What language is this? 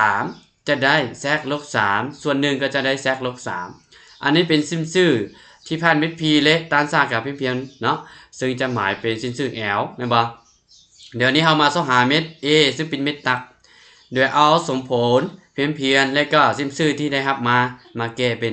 Lao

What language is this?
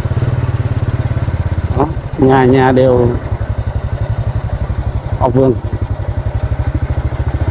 Vietnamese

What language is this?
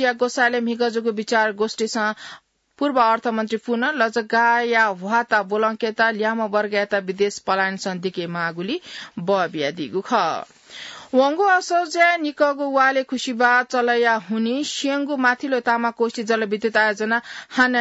Newari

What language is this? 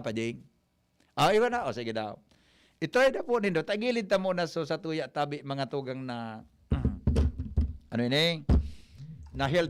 Bikol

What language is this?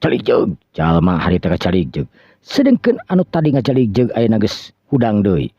Sundanese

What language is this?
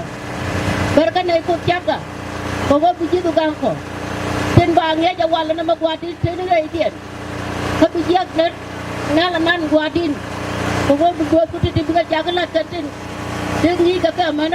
Nuer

